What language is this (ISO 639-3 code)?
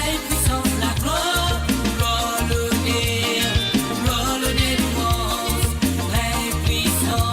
mfe